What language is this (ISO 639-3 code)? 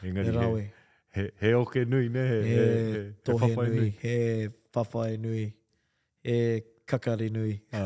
mri